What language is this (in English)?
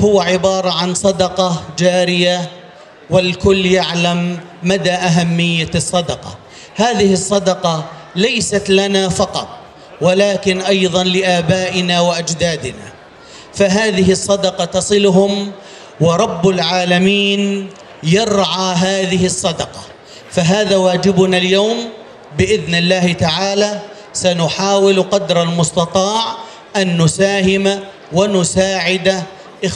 North Levantine Arabic